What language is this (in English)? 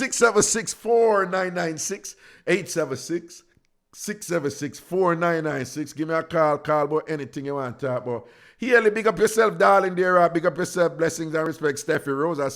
Jamaican Creole English